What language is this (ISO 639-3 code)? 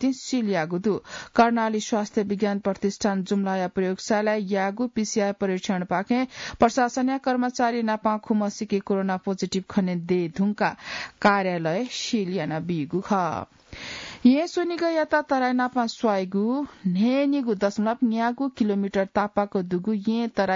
new